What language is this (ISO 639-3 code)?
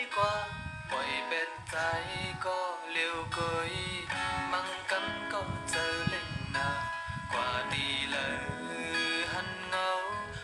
shn